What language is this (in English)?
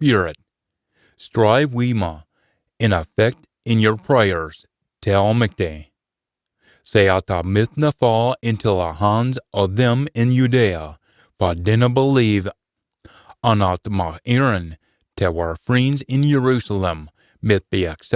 Scots